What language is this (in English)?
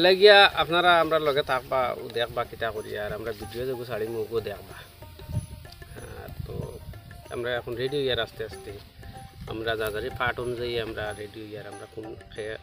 Sylheti